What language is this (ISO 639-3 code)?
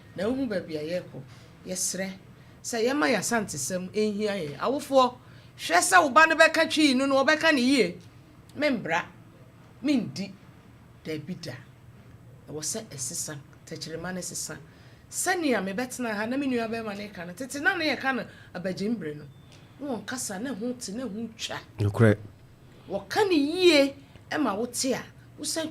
aka